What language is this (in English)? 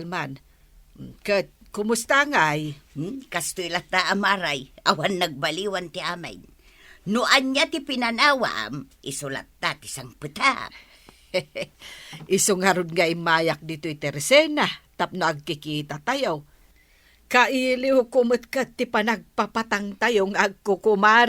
Iloko